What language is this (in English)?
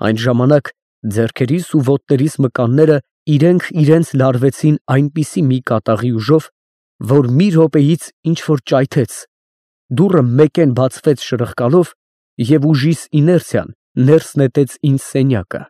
Armenian